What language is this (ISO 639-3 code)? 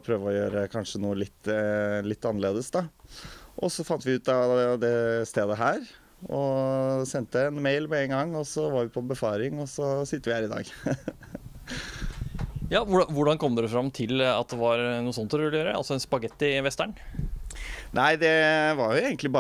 nor